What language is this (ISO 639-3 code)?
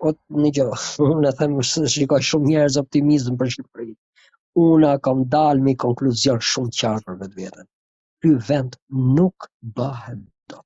sqi